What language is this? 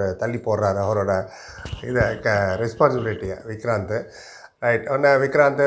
Tamil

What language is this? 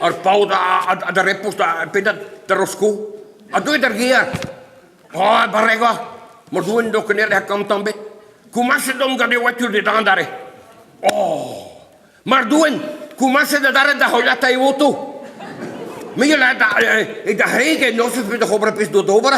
Breton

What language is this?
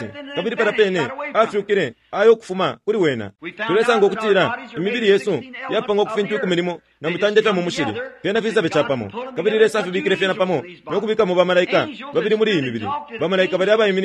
Bemba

